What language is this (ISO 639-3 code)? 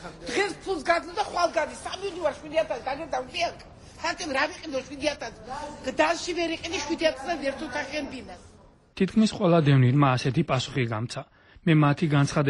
kat